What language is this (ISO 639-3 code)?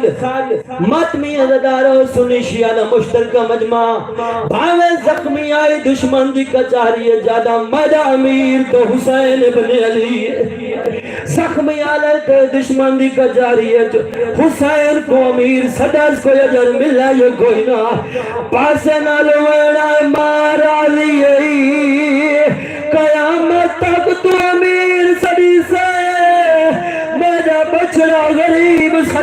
skr